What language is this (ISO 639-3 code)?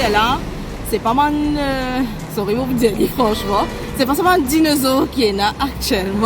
mfe